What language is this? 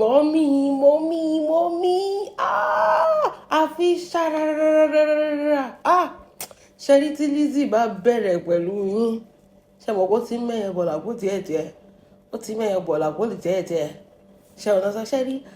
Yoruba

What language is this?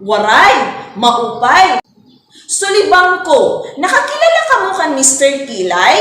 Waray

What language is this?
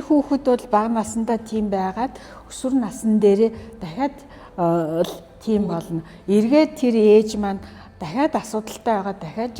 Mongolian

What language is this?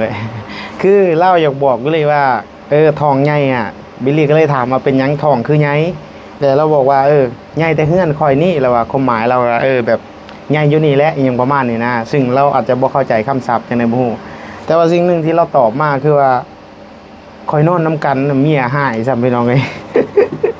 Lao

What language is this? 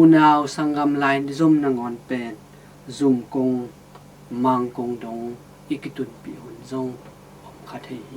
Tedim Chin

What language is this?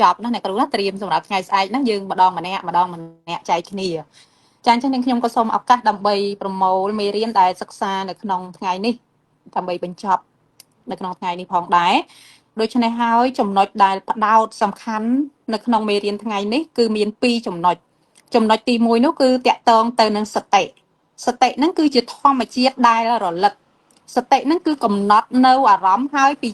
Khmer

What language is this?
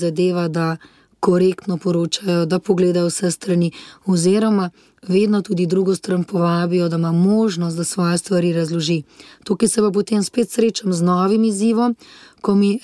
Slovenian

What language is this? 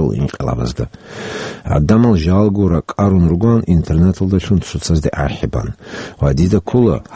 Avaric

